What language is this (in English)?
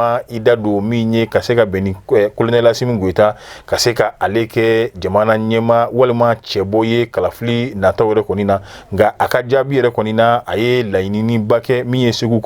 Bambara